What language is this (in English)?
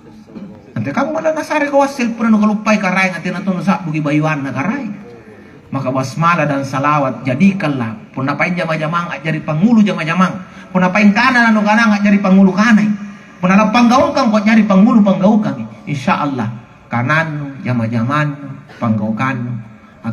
Makasar